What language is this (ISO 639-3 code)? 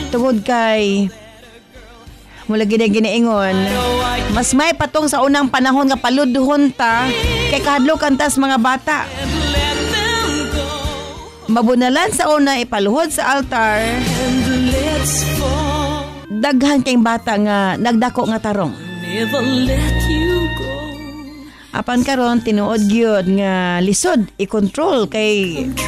ceb